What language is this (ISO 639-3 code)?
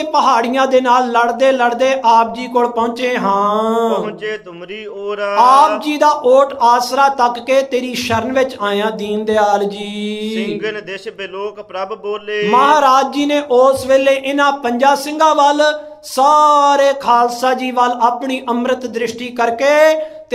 pan